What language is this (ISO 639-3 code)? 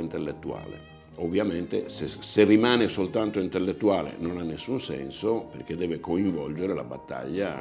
ita